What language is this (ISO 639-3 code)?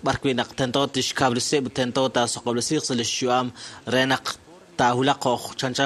kek